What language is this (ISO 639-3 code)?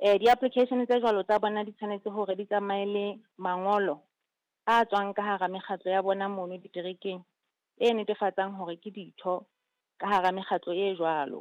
sot